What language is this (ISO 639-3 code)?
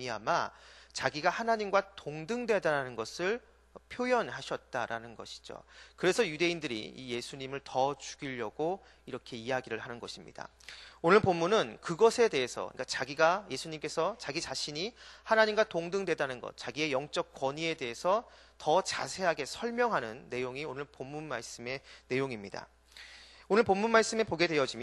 kor